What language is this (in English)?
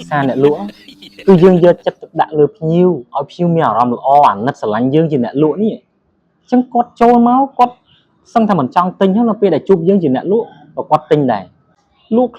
Khmer